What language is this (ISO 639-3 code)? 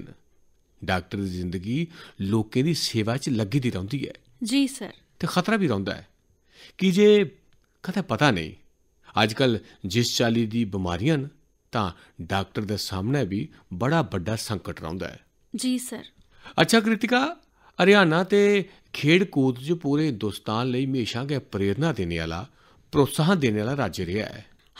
doi